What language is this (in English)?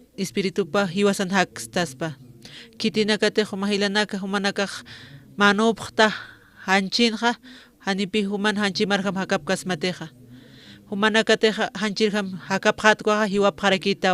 Aymara